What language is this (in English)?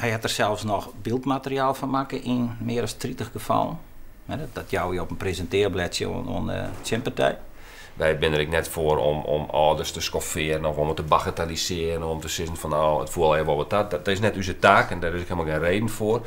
Western Frisian